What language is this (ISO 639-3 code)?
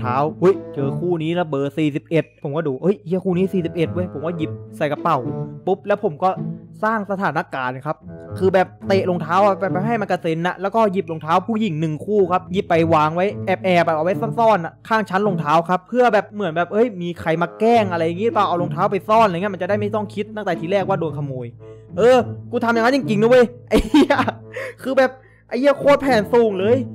tha